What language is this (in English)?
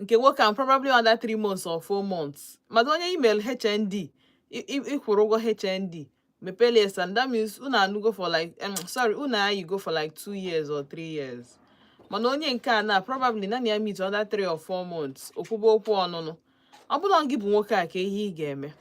Igbo